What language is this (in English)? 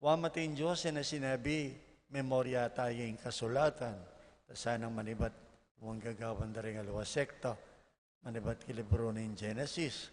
Pampanga